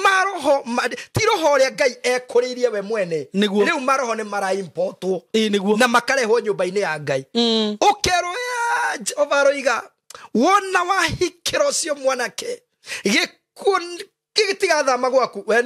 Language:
Kikuyu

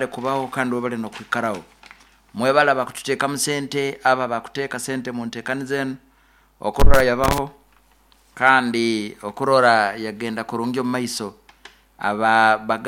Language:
Nyoro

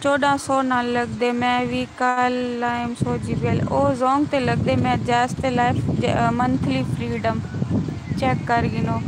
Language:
Saraiki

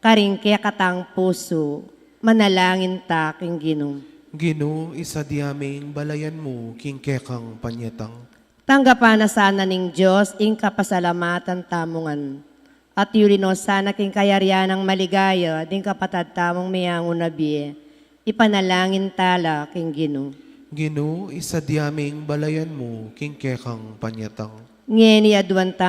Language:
Pampanga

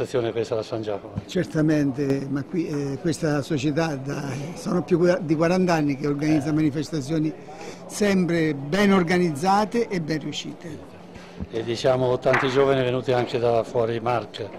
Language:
Italian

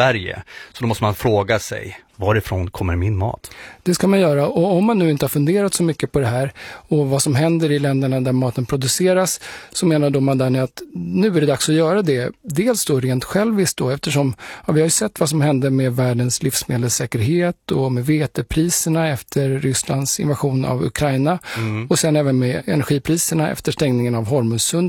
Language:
Swedish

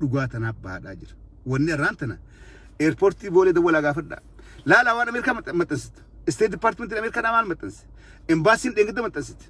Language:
Oromo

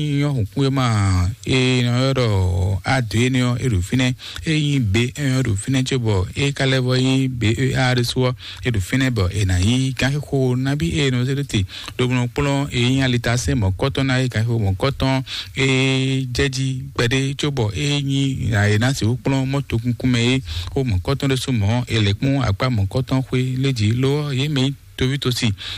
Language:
Fon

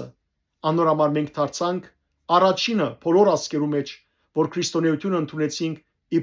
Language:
Western Armenian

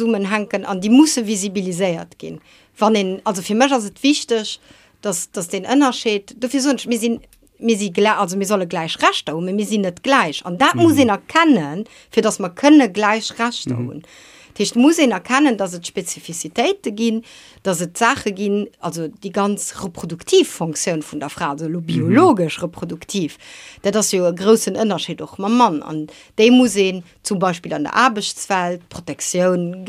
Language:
Luxembourgish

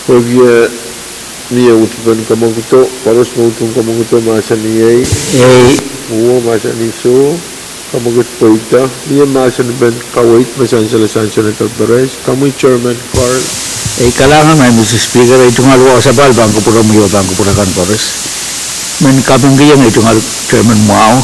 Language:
Pohnpeian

